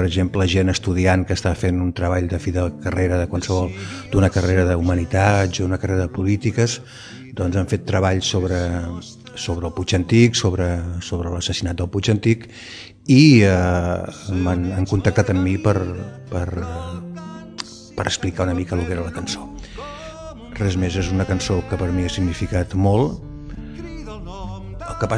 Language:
Catalan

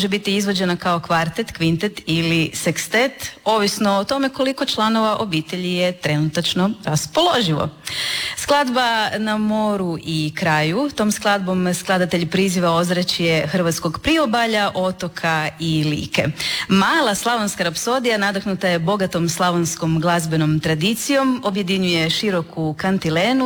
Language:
Croatian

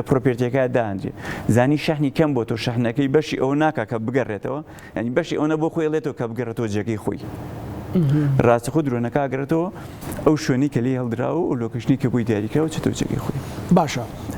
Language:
Central Kurdish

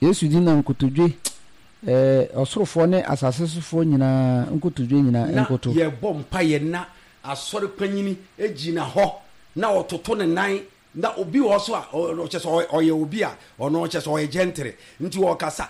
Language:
Akan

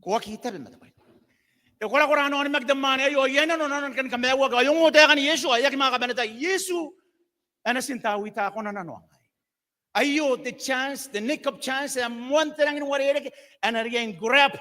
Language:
Gilbertese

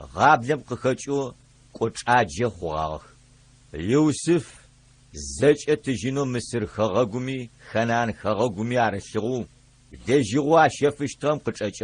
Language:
Adyghe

